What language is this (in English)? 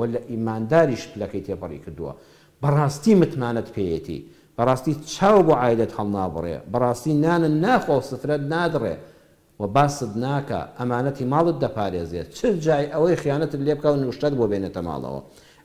Central Kurdish